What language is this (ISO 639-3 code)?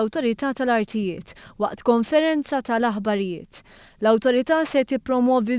mlt